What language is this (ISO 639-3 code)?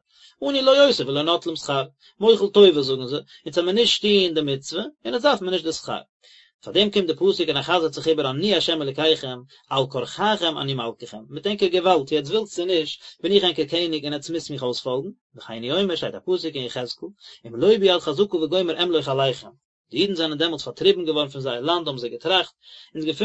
yid